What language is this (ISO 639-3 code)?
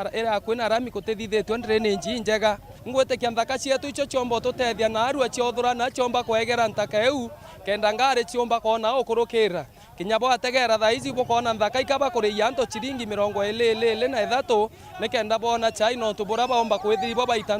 mer